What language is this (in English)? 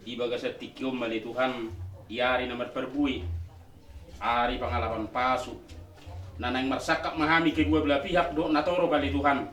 Batak Toba